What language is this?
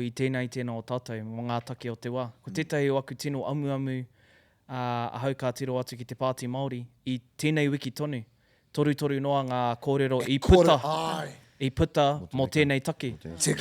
Māori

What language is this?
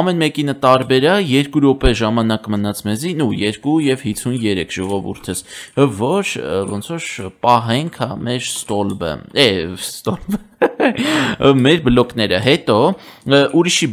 Armenian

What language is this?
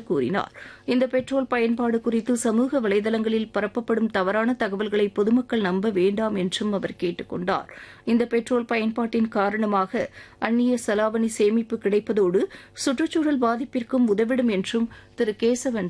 Tamil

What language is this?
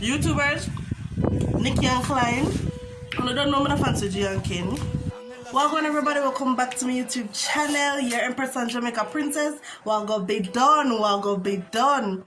Jamaican Creole English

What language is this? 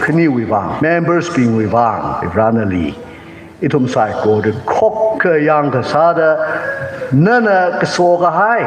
Tangkhul Naga (India)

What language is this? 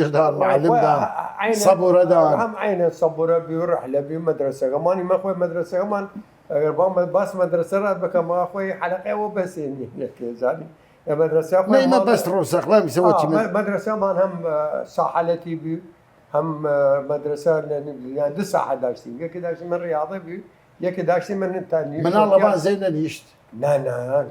Southern Kurdish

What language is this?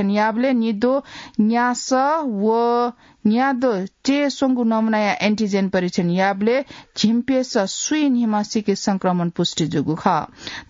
Newari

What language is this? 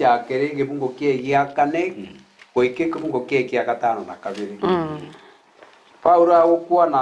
Gusii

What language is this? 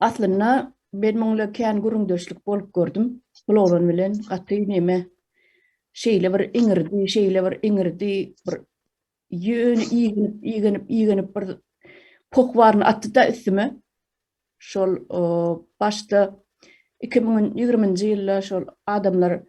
Turkmen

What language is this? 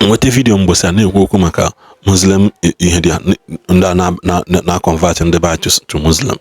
Igbo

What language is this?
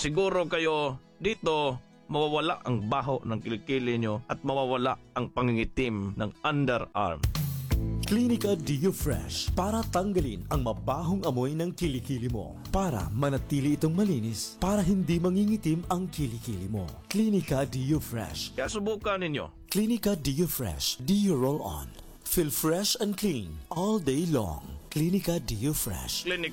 Filipino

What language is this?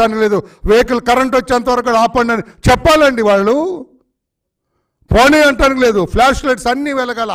Telugu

